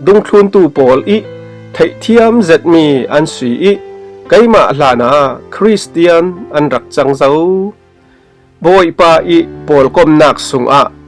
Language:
Falam Chin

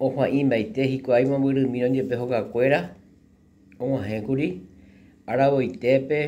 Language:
Guarani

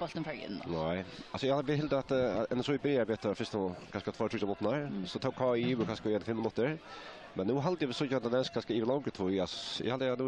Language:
Faroese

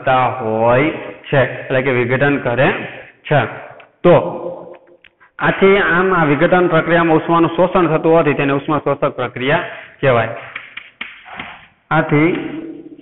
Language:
Gujarati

